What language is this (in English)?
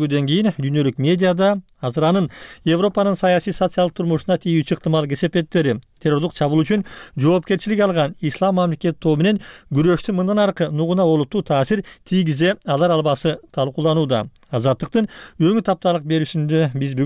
Kyrgyz